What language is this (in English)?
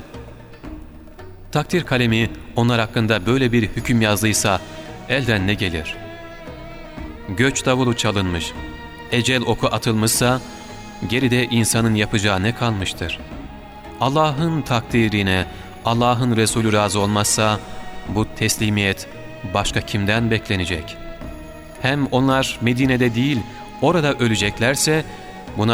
Turkish